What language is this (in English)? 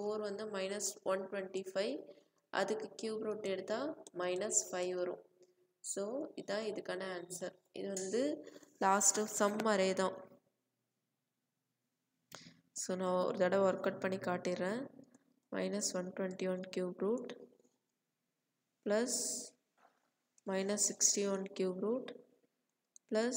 Tamil